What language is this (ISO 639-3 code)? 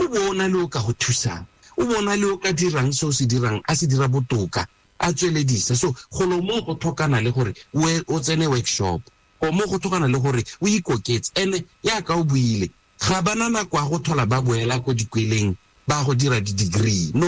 tsn